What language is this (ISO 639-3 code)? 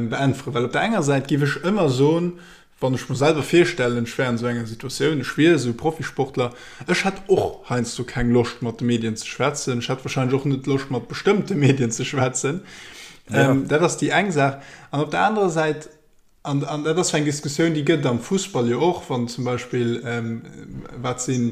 ltz